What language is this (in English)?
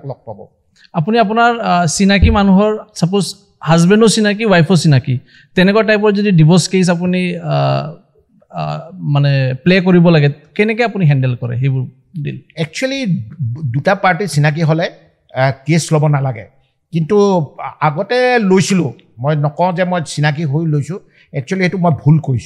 Assamese